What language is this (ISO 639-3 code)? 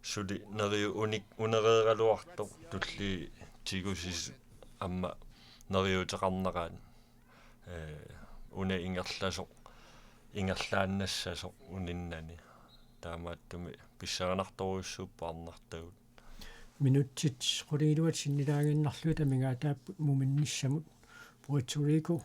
kal